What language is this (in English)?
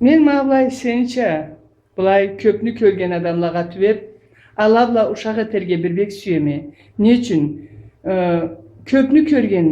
Karachay-Balkar